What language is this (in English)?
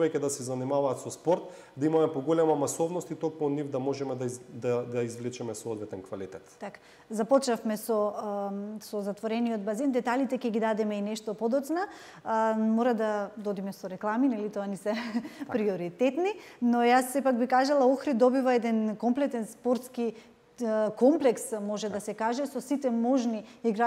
Macedonian